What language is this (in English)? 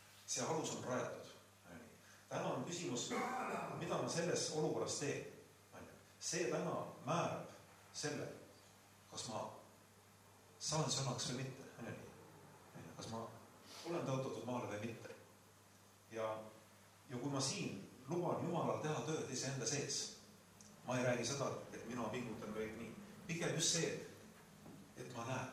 Estonian